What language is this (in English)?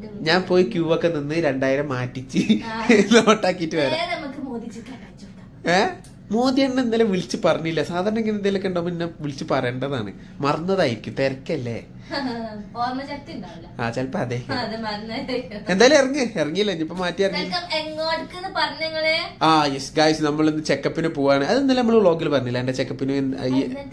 Malayalam